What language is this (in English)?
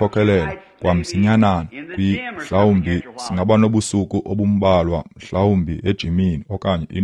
Xhosa